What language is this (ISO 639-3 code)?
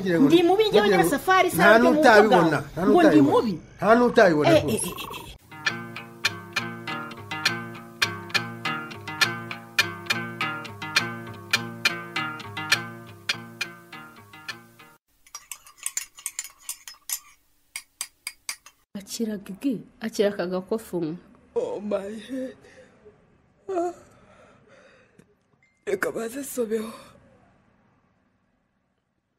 kin